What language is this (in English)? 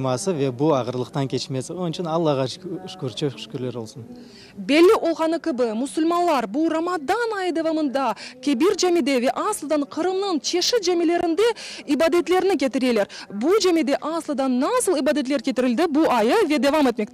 Crimean Tatar